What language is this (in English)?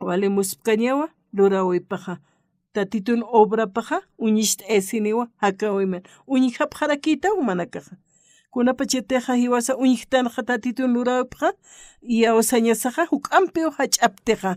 Aymara